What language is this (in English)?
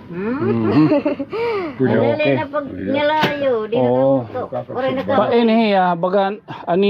Waray